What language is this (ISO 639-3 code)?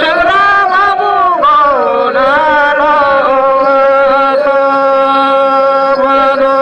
sat